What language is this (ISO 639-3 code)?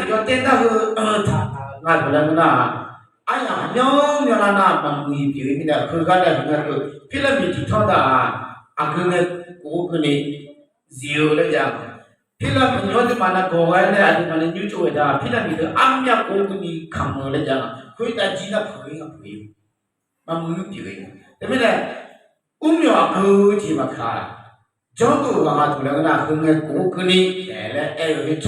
ahk